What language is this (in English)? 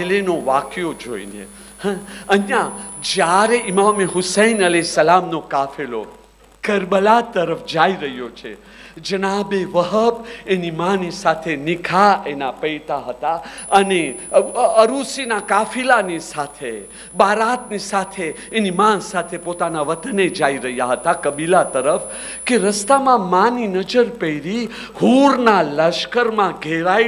Gujarati